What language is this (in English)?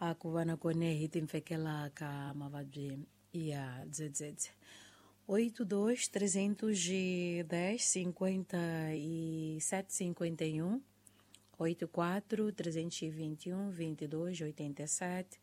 Tsonga